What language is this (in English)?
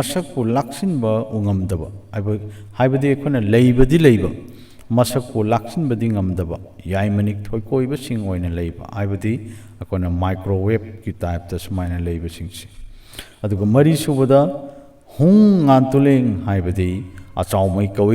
Manipuri